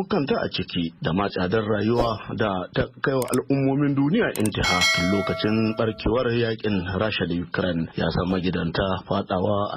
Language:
Hausa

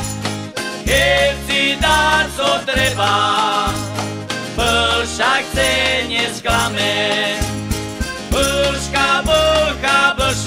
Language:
Slovak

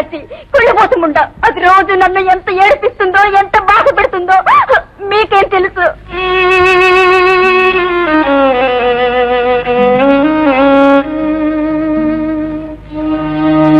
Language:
Telugu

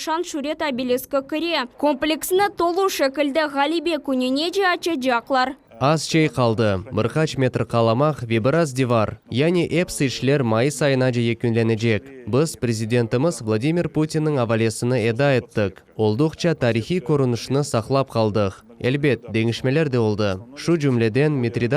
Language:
Crimean Tatar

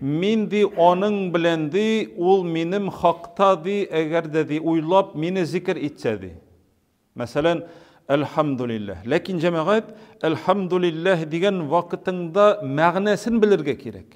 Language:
Tatar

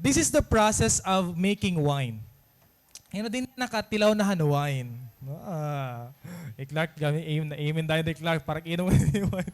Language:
Waray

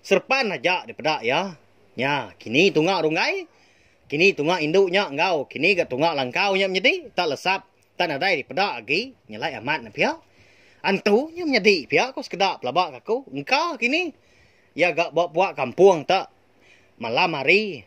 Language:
Iban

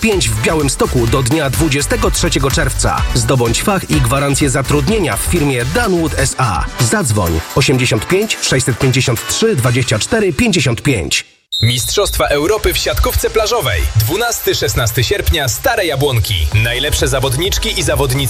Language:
Polish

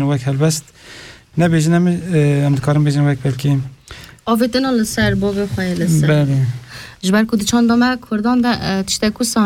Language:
Kurdish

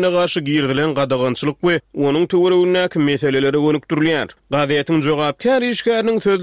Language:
Turkmen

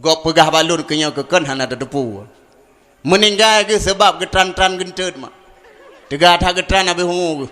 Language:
Achinese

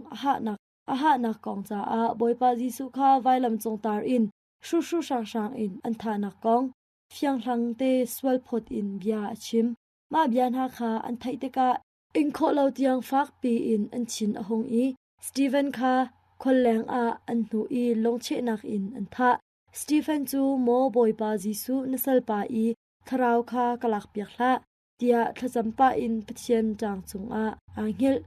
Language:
Hakha Chin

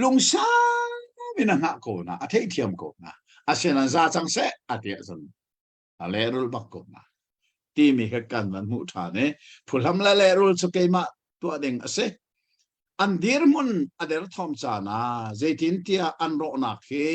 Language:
Hakha Chin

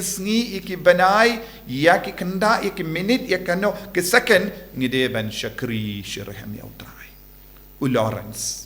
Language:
Khasi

